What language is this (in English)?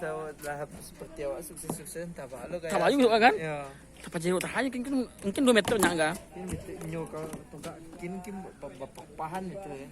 Minangkabau